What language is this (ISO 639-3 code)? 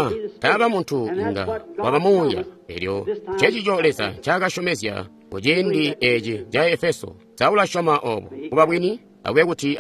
toi